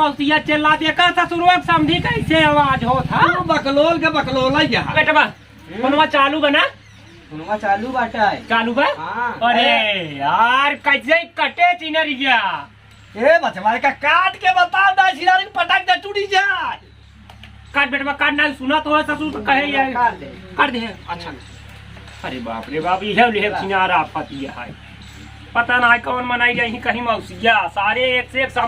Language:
Awadhi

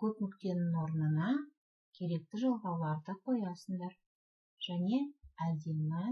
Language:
Kazakh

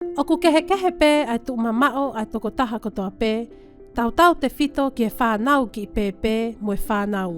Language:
Tongan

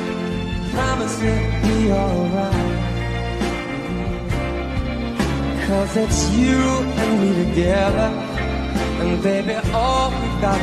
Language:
English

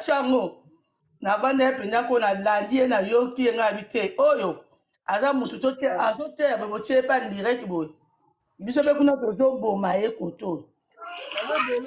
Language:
Lingala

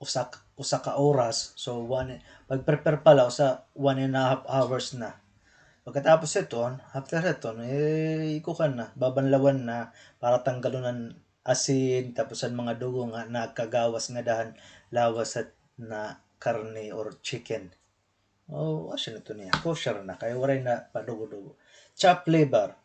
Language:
Waray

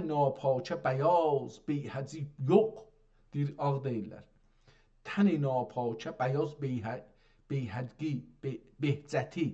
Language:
South Azerbaijani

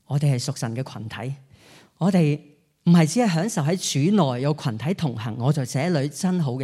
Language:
Cantonese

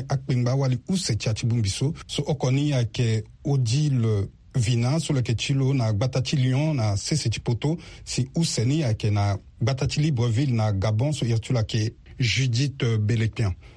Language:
Sango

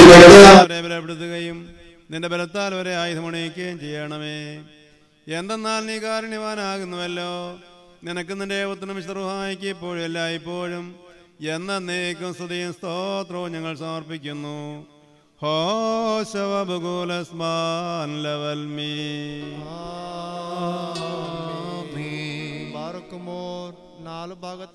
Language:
Malayalam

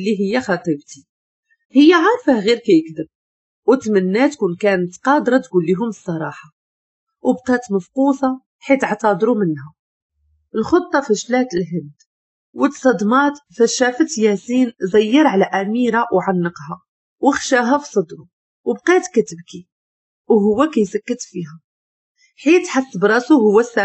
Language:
Moroccan Arabic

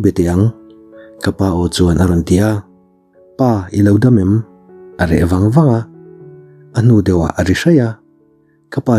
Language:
Mizo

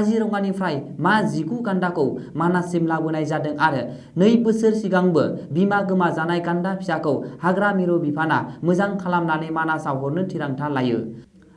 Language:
Bodo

